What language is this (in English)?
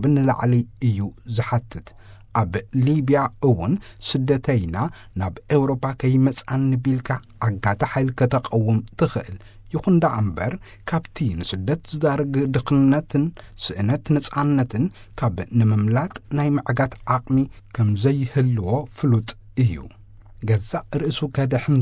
Tigrinya